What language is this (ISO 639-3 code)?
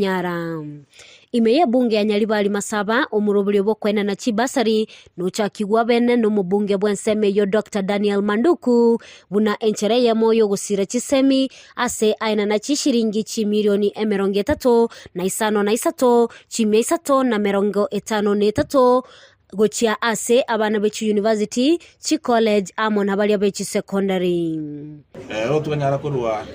guz